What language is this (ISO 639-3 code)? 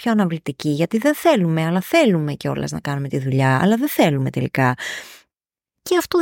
ell